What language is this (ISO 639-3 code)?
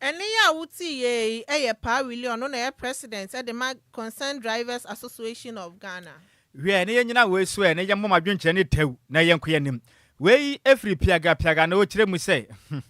aka